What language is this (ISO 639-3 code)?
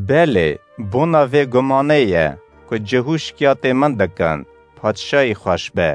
kur